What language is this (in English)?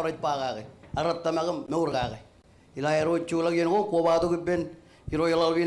Marshallese